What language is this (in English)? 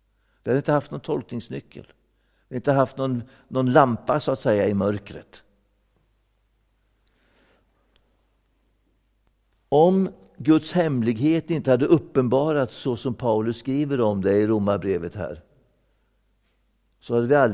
Swedish